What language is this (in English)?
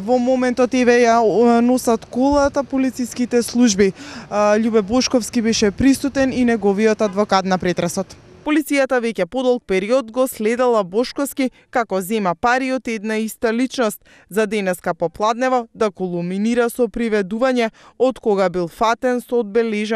Macedonian